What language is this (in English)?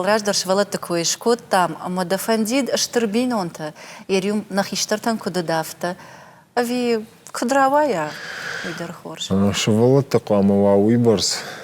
Ossetic